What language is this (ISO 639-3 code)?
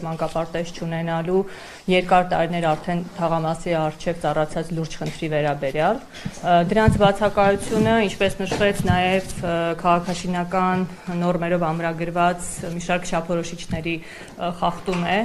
hye